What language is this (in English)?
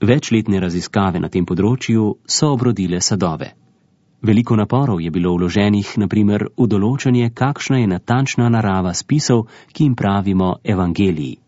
Slovenian